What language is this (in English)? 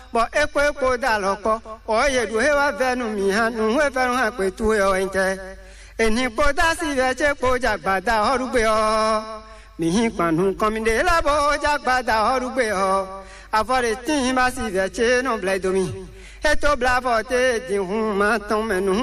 Fon